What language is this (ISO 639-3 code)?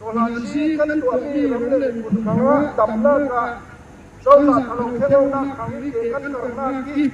cfm